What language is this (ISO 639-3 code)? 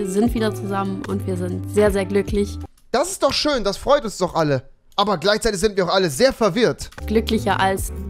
deu